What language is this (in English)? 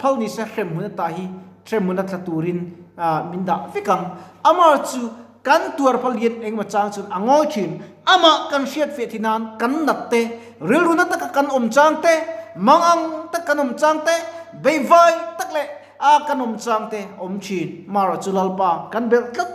Mizo